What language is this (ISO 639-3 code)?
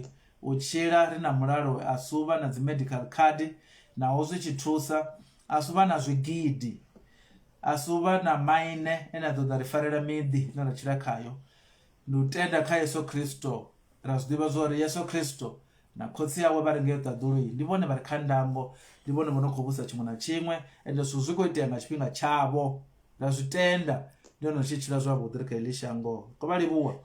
ven